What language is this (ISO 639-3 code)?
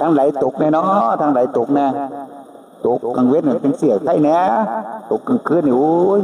tts